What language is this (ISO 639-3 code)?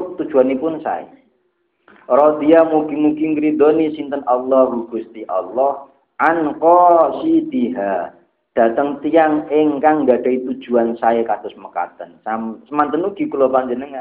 jav